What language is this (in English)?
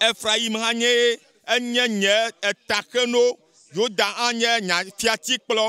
Ewe